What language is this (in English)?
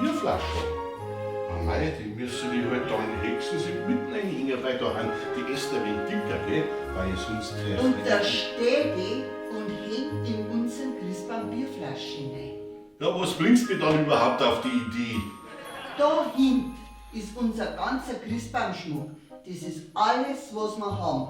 Bavarian